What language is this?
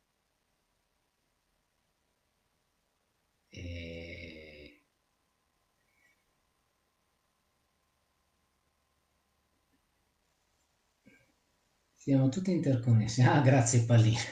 Italian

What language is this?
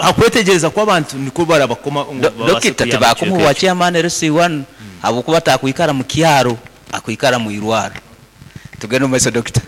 Nyankole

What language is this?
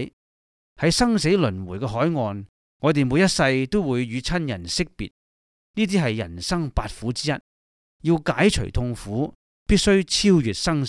Cantonese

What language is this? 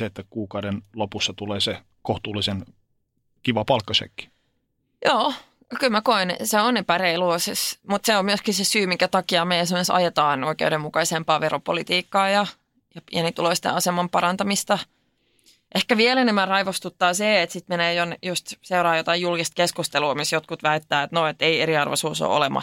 Finnish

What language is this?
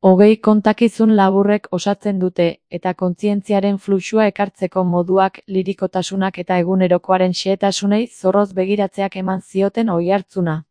Basque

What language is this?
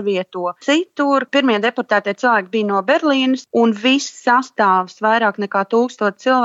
Latvian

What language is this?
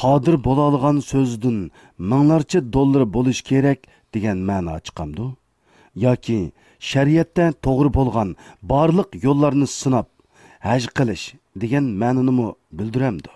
Uyghur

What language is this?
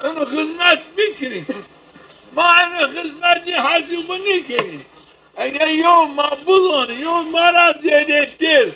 Zaza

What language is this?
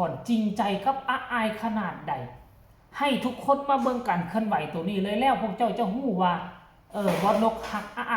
Northeastern Thai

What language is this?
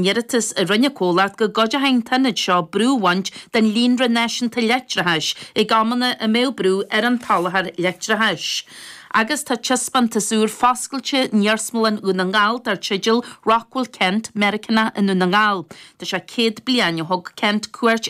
Irish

